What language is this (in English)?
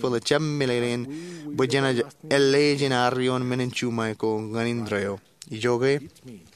Marshallese